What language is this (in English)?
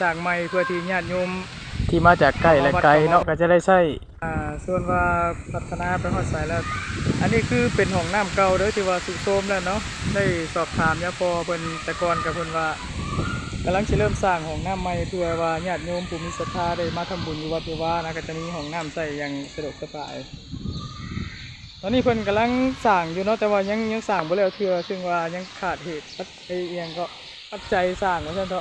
Lao